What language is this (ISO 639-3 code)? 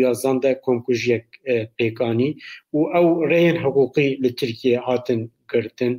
kur